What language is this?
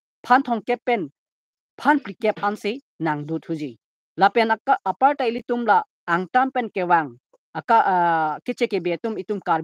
Karbi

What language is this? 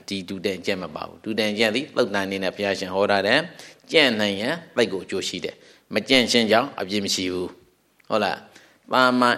Burmese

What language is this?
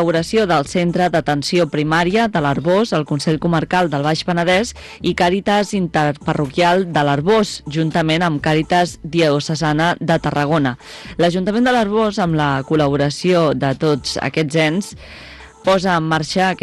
Catalan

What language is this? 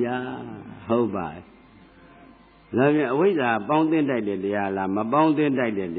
Burmese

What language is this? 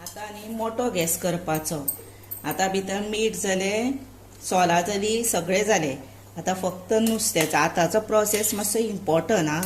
Konkani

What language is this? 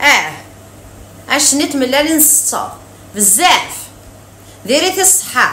Kabyle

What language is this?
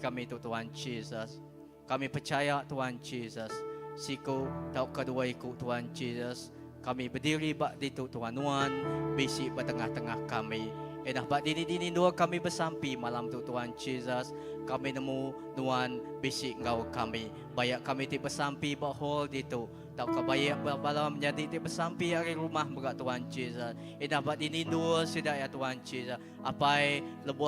Iban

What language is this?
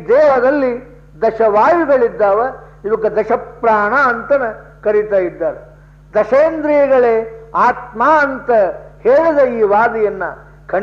Kannada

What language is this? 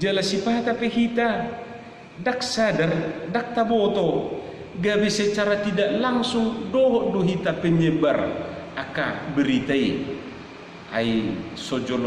Batak Toba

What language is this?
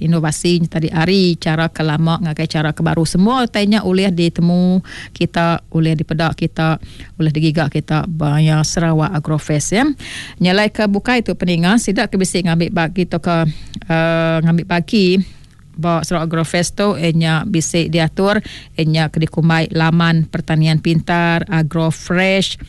Iban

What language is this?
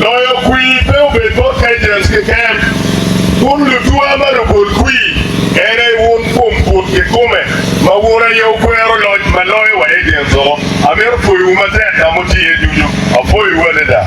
Acoli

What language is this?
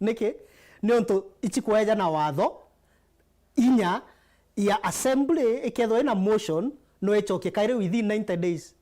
Meru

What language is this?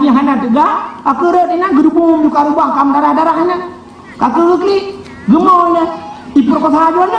Achinese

